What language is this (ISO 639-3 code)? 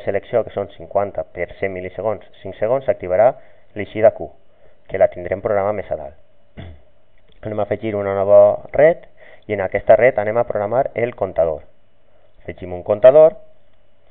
cat